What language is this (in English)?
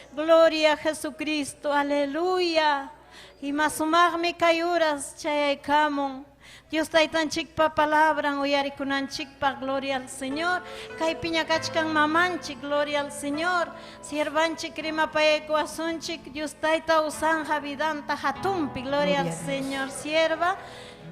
Ayacucho Quechua